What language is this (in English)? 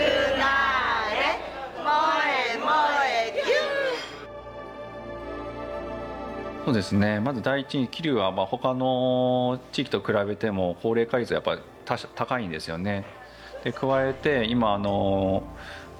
Japanese